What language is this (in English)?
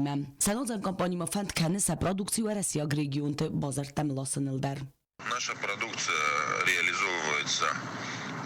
Ossetic